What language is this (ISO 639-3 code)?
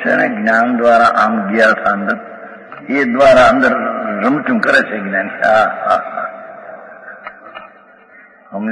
guj